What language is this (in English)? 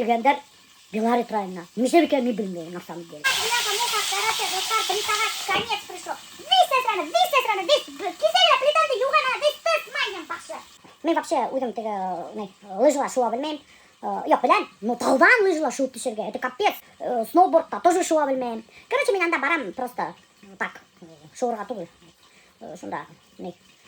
Bashkir